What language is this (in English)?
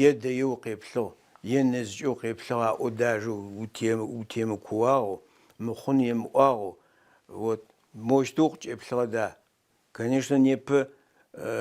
Adyghe